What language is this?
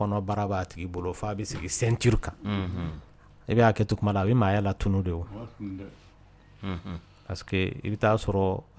Dyula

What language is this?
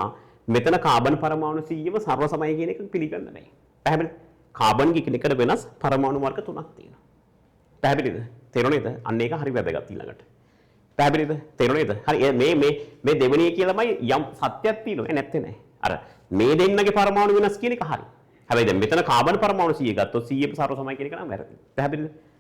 Sinhala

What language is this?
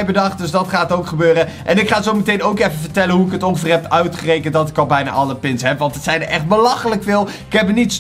Dutch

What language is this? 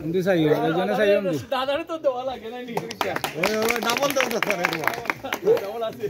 Sylheti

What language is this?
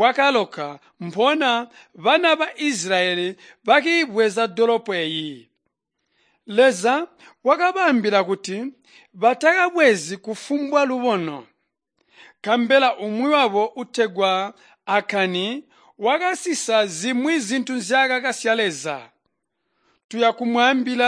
Tonga (Zambia)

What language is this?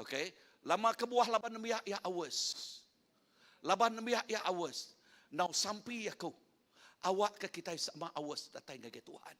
Iban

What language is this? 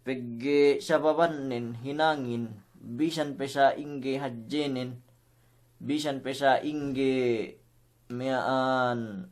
Yakan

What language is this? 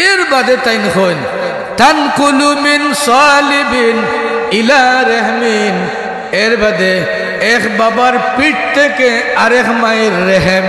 Sylheti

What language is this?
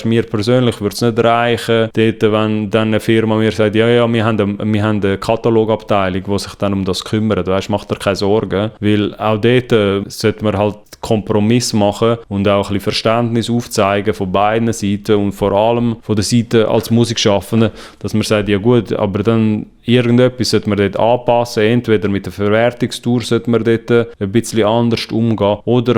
Swiss German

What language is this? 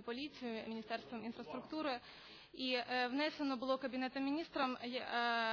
Ukrainian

